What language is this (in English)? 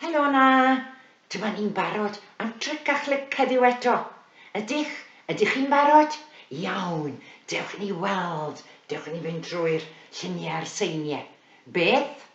Welsh